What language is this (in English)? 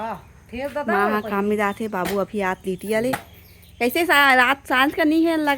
Chhattisgarhi